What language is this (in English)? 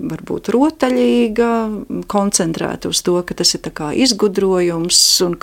Latvian